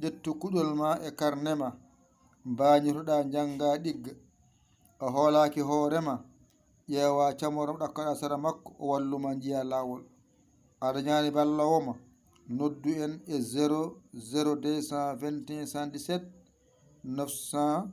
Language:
Fula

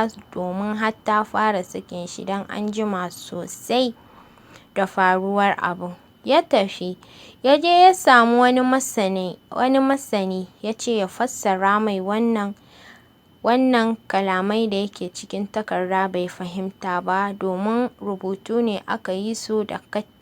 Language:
Hausa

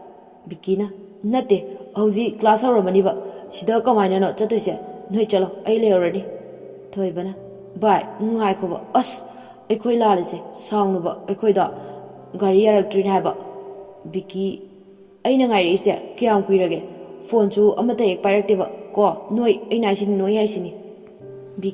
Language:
Manipuri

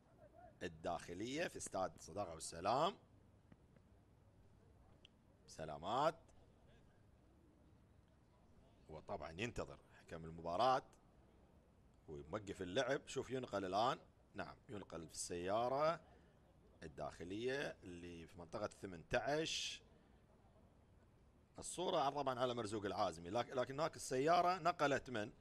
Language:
Arabic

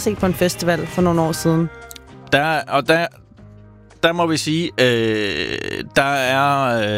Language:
Danish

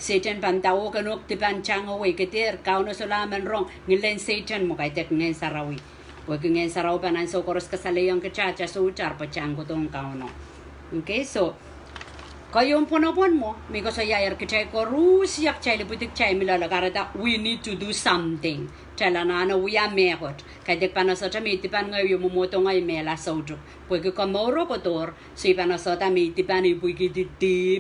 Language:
Pohnpeian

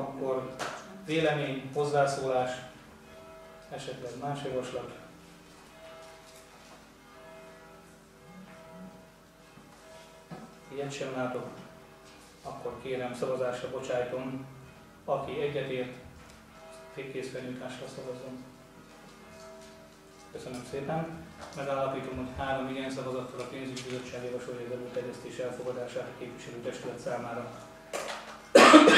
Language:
Hungarian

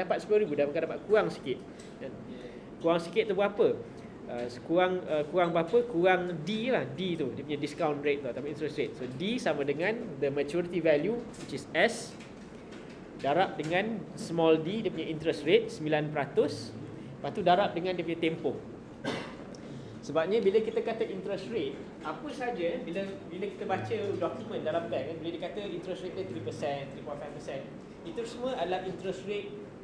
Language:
Malay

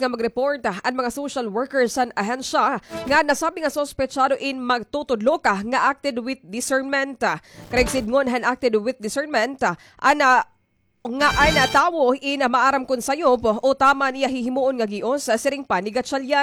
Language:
Waray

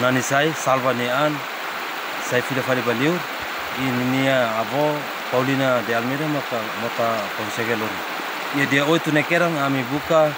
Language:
Tetum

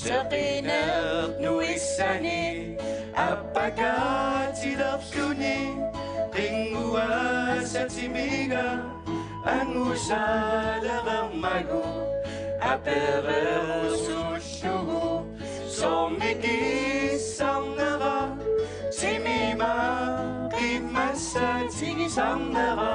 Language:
Kalaallisut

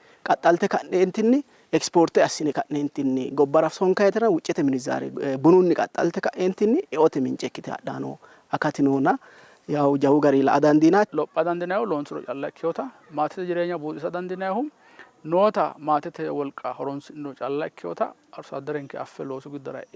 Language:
Sidamo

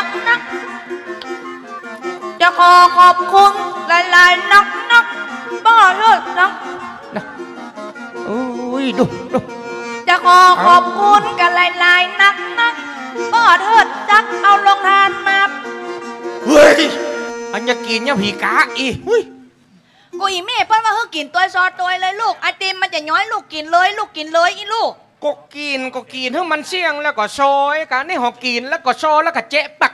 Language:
Northern Thai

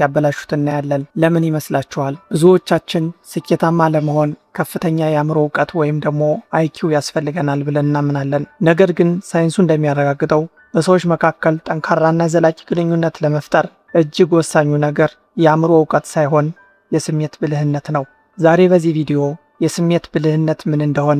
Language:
Amharic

